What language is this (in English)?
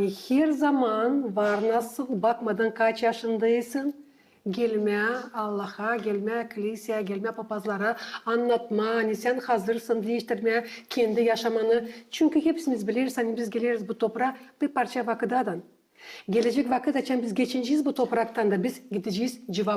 Gagauz